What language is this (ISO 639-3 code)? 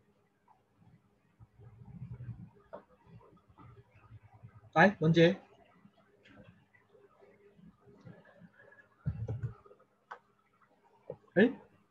zho